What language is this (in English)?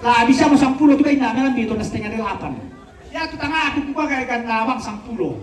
Toraja-Sa'dan